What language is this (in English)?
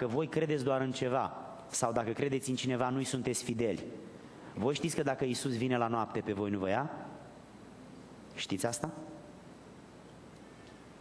Romanian